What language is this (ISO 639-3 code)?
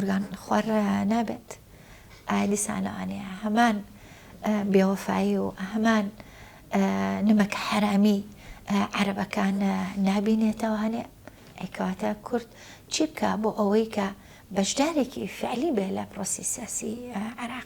ckb